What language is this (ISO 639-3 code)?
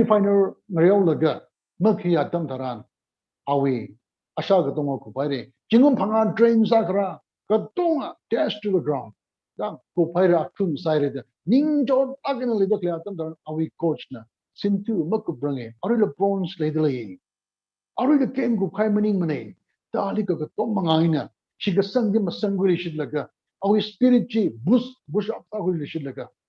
nmf